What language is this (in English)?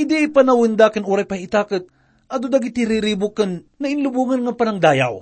Iloko